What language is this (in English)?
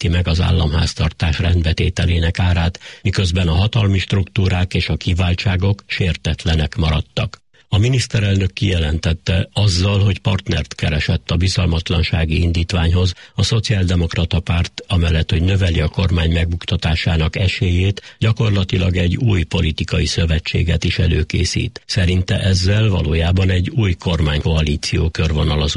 Hungarian